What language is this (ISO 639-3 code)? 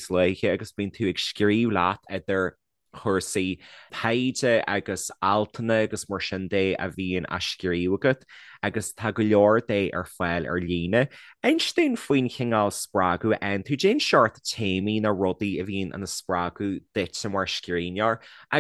gle